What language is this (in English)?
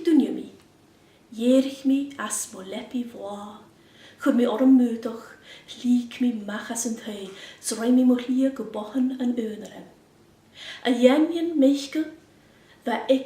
Scottish Gaelic